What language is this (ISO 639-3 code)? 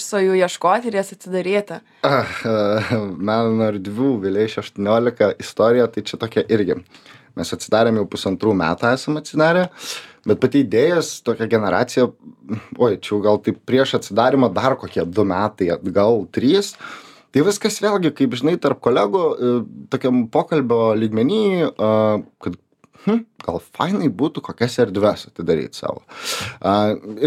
lit